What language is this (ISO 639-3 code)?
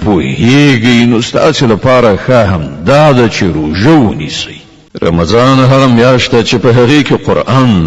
pus